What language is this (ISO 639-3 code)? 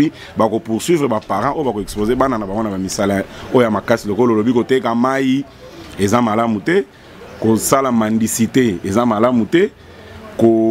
lin